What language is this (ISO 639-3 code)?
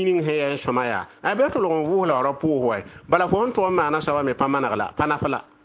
mos